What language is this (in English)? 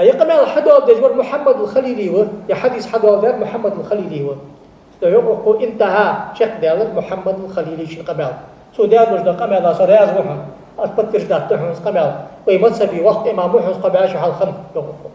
Ingush